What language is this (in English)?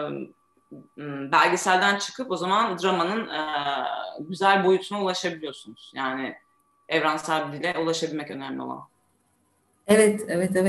Turkish